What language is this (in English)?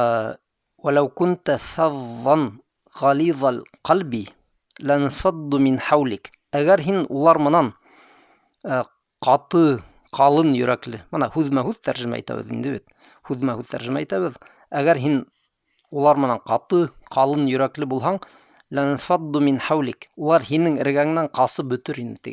Bashkir